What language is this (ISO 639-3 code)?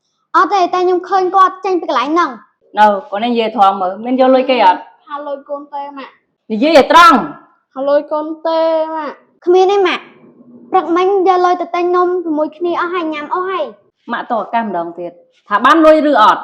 khm